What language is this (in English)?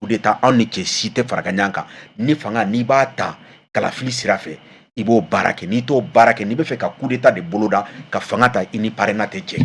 Bambara